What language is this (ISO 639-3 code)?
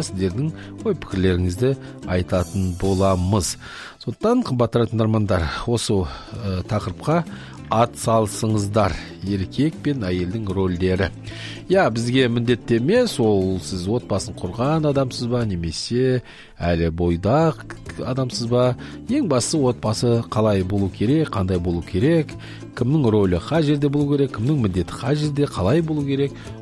kaz